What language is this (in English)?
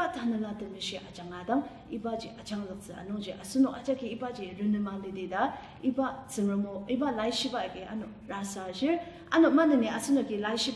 Ao Naga